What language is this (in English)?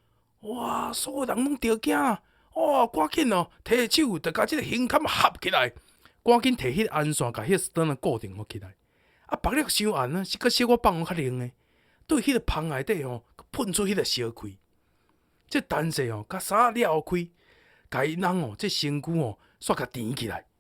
Min Nan Chinese